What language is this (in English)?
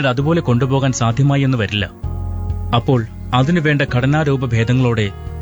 Malayalam